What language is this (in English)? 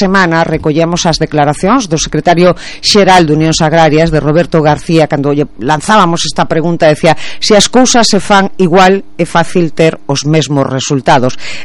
Galician